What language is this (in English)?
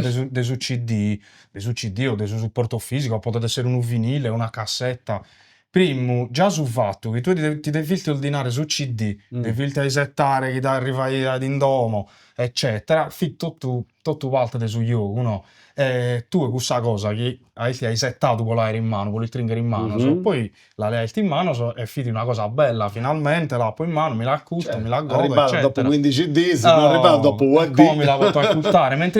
Sardinian